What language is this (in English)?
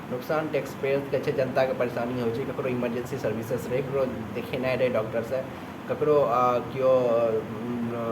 Maithili